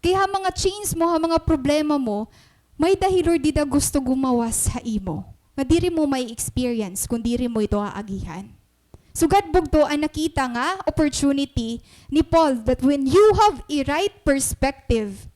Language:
Waray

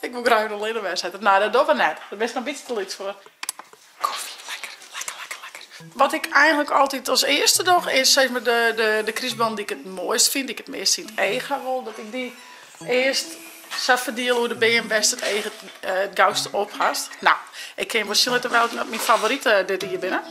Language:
Western Frisian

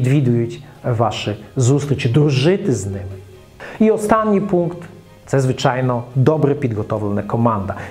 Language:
Ukrainian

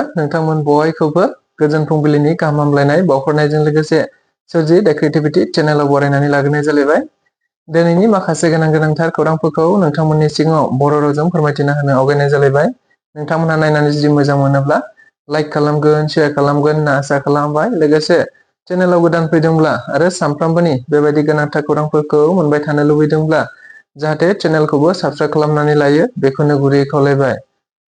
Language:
Bodo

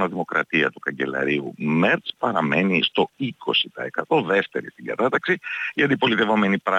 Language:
Greek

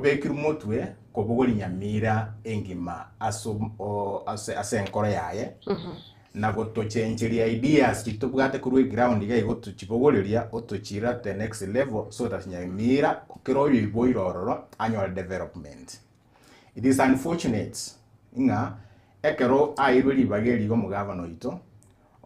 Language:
Gusii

